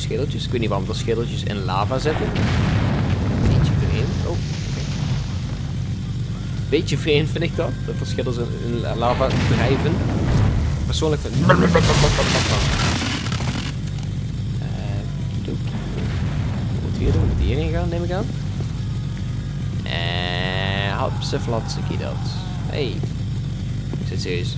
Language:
Dutch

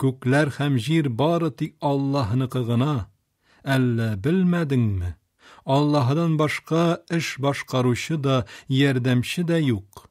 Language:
Tatar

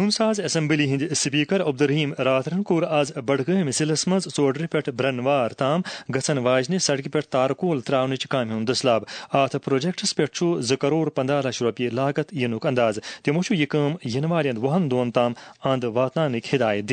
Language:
Kashmiri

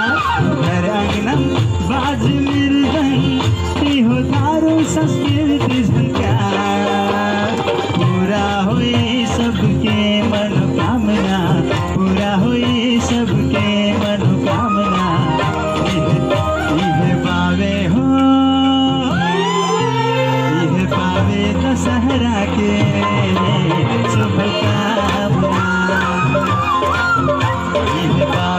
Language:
Bhojpuri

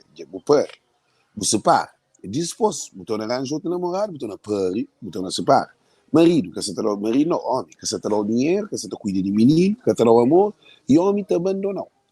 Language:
Kabuverdianu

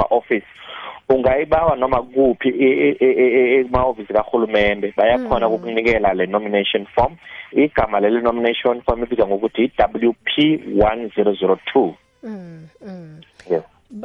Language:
South Ndebele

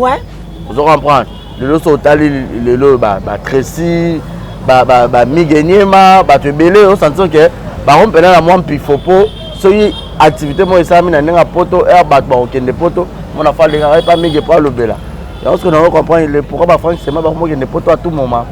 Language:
Lingala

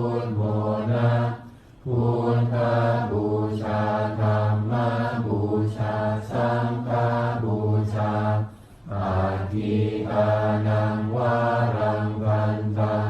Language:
Pali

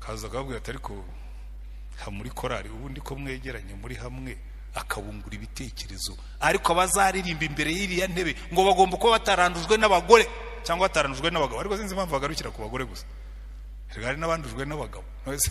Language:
Kinyarwanda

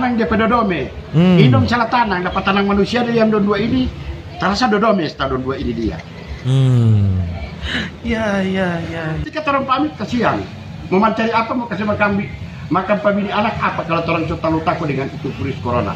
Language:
Manado Malay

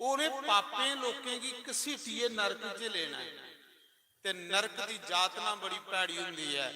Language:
Dogri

